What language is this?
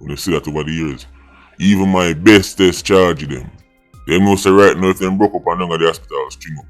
Jamaican Creole English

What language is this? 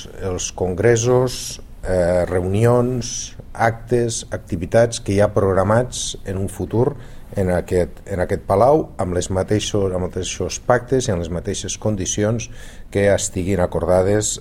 Catalan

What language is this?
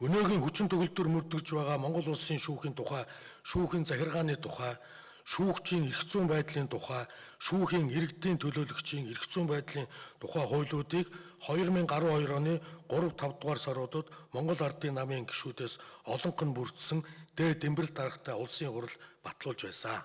Mongolian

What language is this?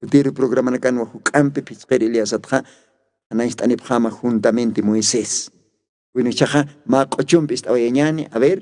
Aymara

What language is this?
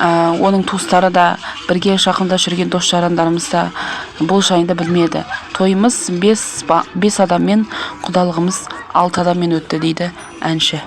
Kazakh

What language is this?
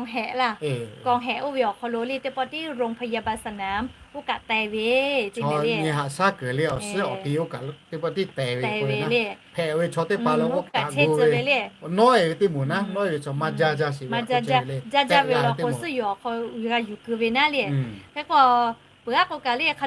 Lahu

